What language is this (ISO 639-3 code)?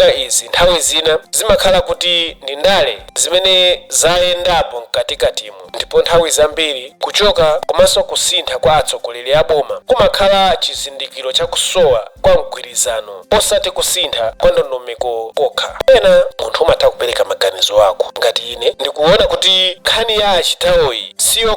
nya